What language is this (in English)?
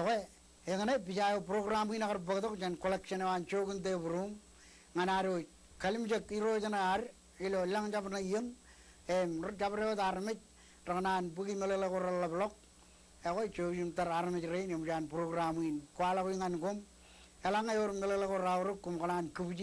Marshallese